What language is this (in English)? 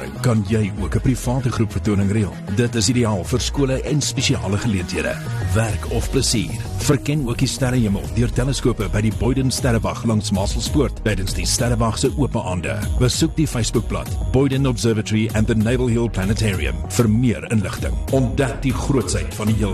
Afrikaans